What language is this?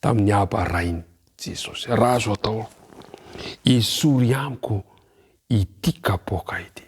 Malagasy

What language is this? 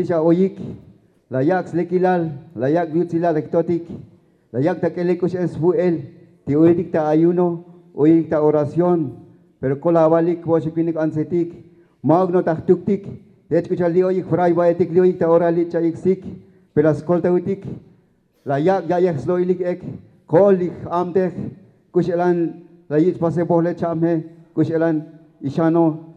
Tzotzil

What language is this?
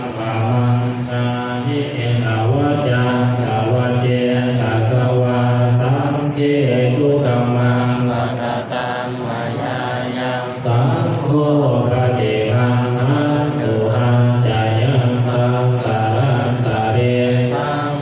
Pali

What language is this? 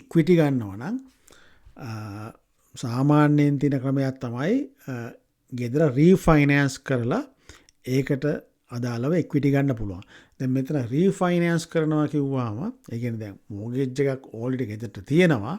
Sinhala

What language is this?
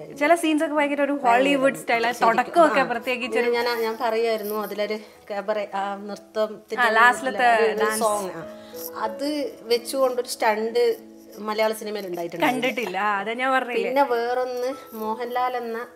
Malayalam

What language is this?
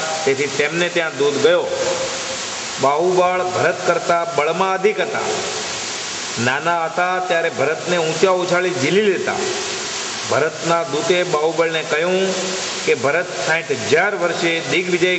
Gujarati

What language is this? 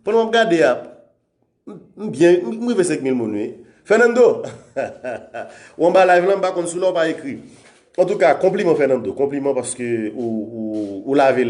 Haitian Creole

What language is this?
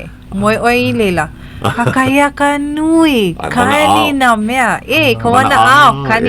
Hawaiian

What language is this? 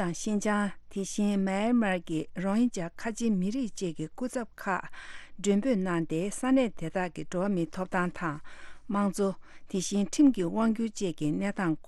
Tibetan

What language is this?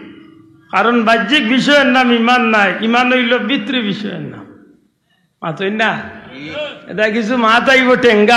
Sylheti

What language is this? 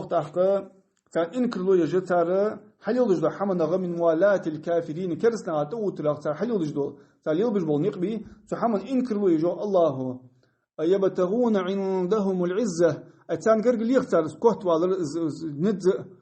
Ingush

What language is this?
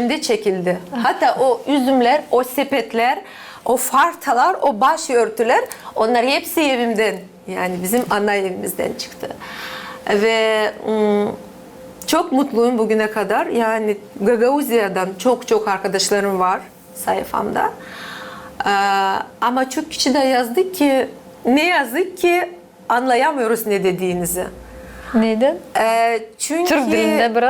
Gagauz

